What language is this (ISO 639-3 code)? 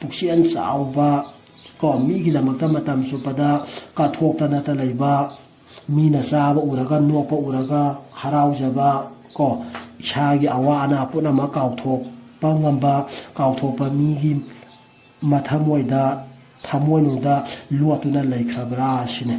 mni